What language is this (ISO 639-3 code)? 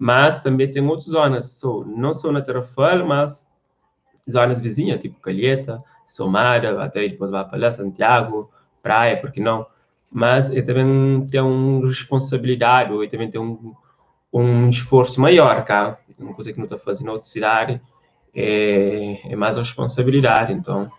kea